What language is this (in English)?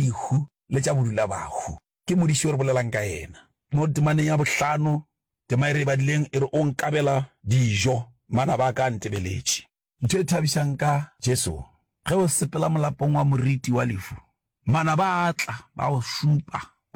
Northern Sotho